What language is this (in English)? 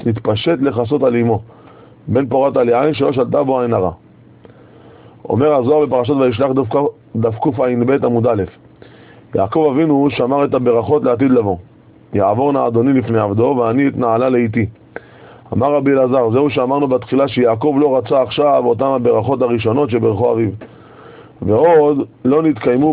Hebrew